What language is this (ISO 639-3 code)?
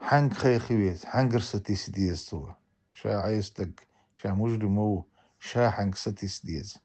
che